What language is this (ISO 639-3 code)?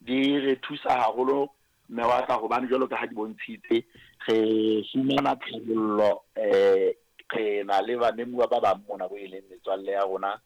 sot